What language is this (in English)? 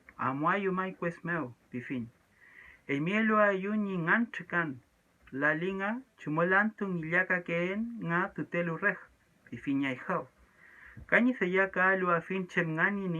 Mapuche